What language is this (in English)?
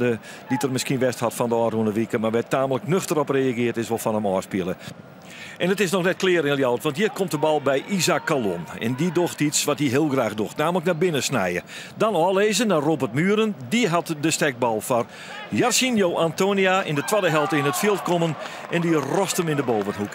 Western Frisian